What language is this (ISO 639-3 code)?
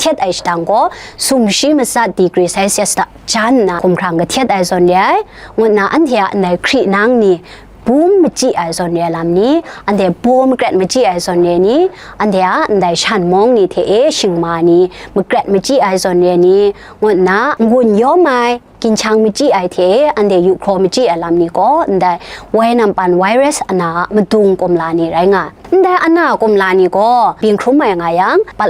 kac